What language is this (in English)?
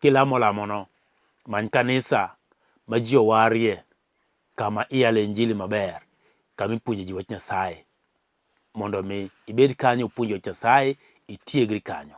Luo (Kenya and Tanzania)